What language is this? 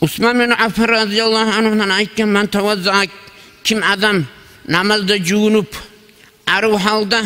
Kumyk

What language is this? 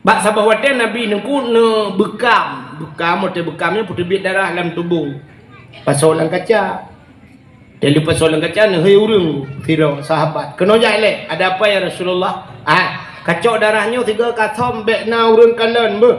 Achinese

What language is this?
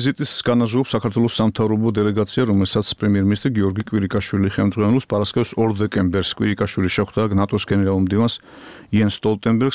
Georgian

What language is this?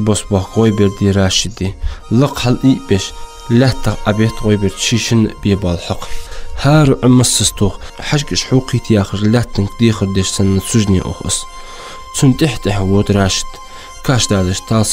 Ingush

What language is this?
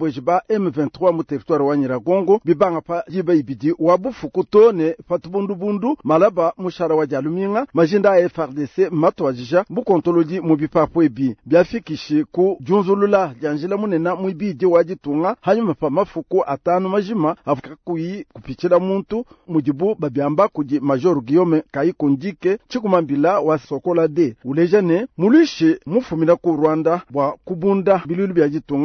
Luba-Lulua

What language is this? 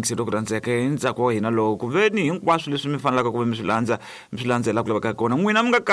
Tsonga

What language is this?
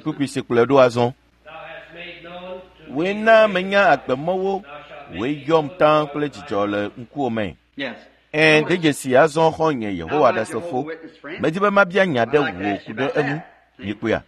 Ewe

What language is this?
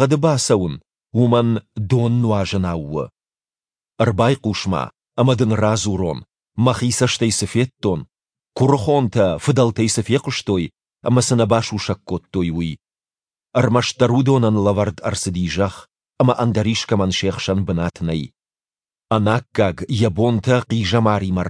Ossetic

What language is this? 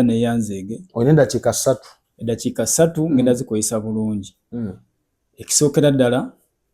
Ganda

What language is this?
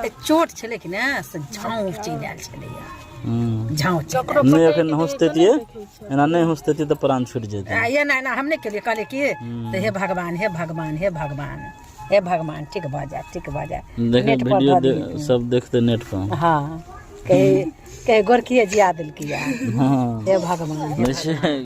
Maithili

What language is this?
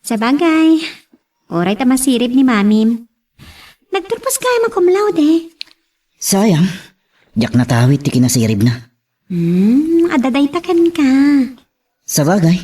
Iloko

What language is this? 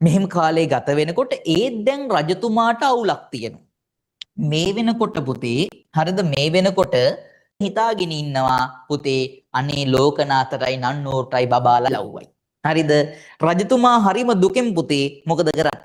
Sinhala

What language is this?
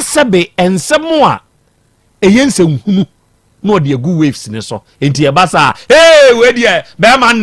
Akan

